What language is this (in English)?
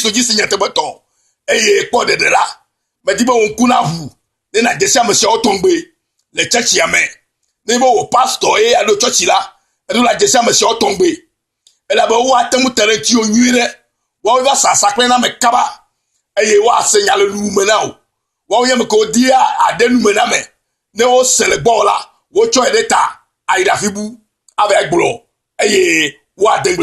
Ewe